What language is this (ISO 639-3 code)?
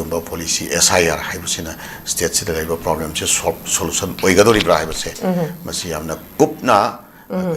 mni